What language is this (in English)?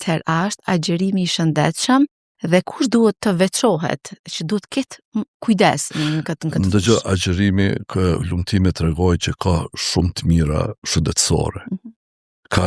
Albanian